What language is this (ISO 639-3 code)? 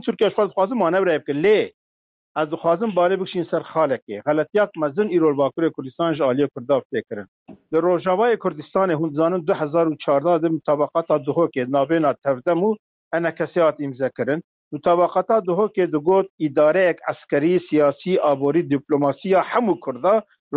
kur